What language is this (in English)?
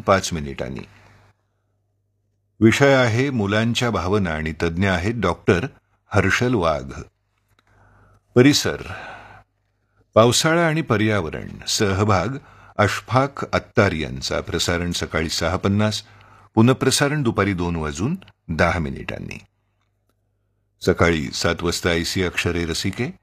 Marathi